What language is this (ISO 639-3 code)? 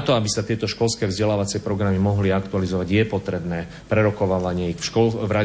slk